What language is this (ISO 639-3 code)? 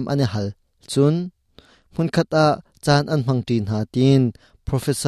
cnh